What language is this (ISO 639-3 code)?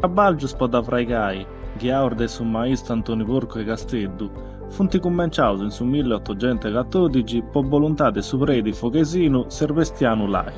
srd